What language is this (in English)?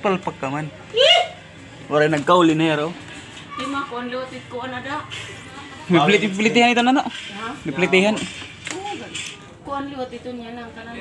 Waray